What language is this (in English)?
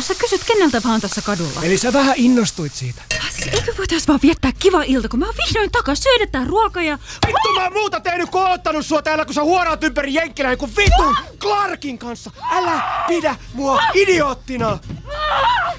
Finnish